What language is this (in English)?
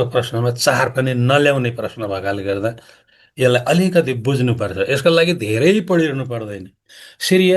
Nepali